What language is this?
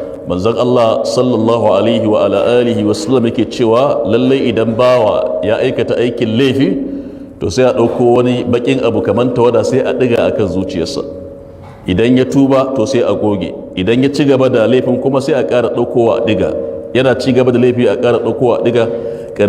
Hausa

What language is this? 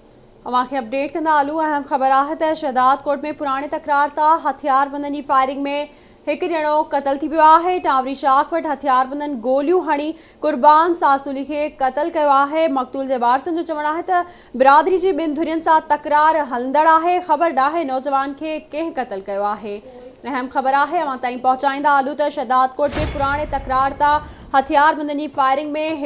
Sindhi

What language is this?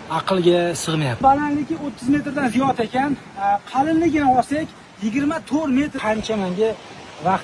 Uzbek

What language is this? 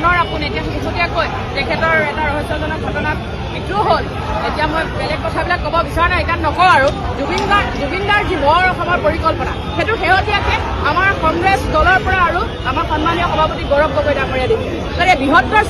Assamese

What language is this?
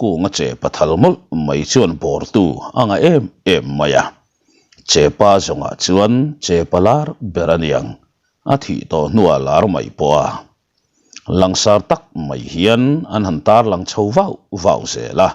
Mizo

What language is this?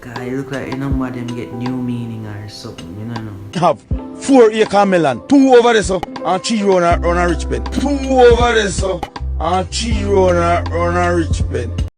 Jamaican Creole English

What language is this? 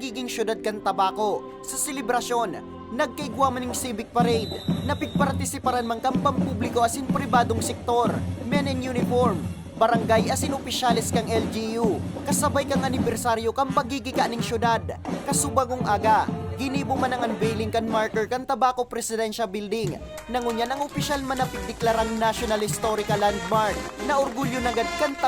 Bikol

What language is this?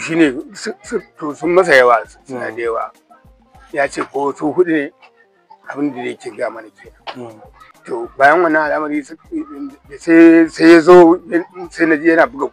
Hausa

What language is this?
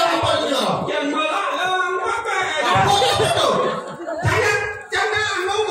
Balinese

